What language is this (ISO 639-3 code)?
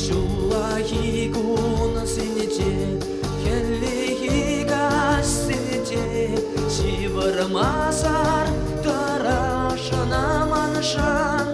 chv